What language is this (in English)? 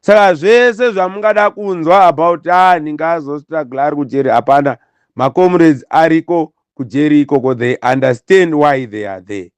Shona